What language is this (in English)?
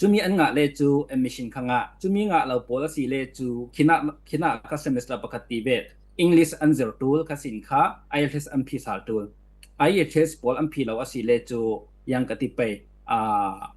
Falam Chin